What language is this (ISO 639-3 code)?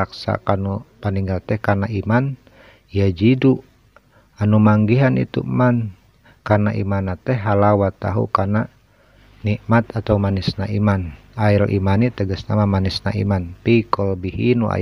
sun